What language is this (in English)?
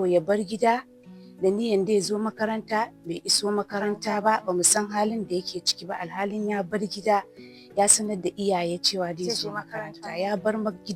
Hausa